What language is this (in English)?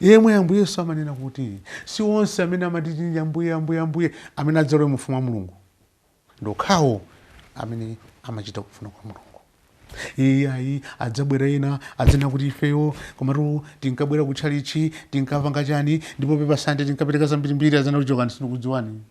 Nyanja